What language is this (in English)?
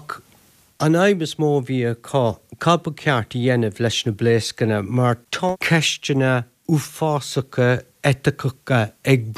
Irish